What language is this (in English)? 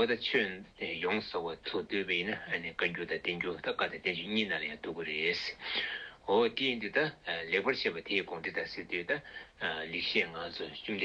Tibetan